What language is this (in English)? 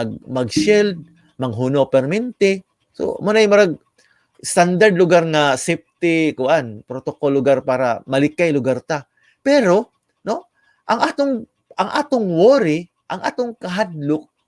Cebuano